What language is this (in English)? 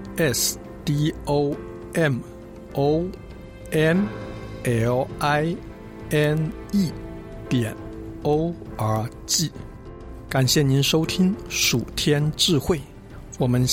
Chinese